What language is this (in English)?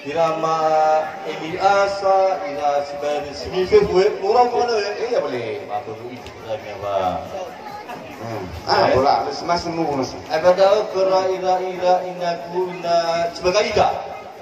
Nias